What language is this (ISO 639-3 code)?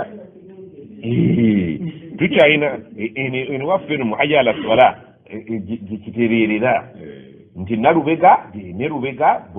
lug